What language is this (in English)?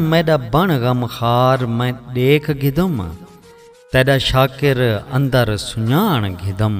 Saraiki